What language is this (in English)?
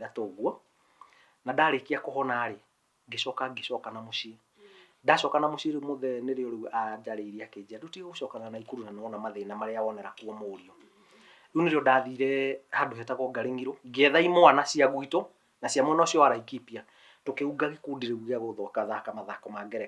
Kikuyu